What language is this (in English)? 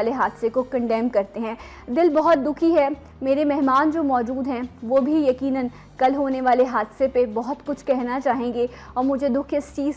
Urdu